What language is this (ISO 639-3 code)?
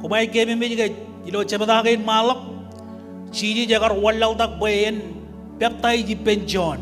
mah